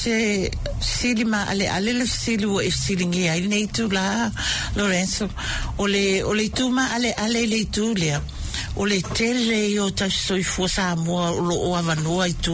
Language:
Samoan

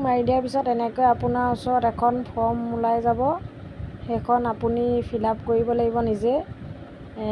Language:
Assamese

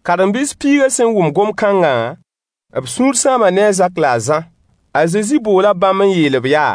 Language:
Mossi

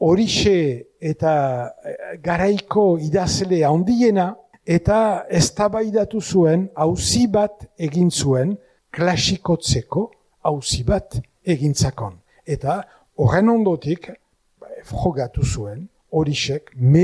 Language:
Basque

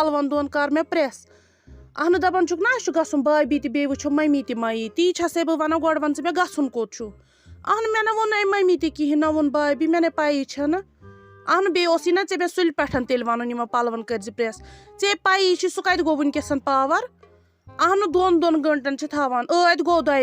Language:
Kashmiri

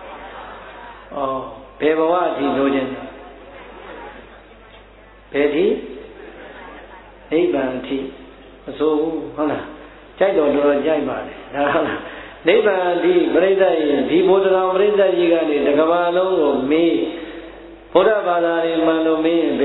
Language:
Burmese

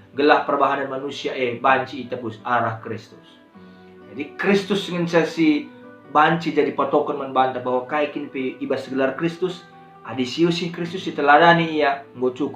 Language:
Batak Karo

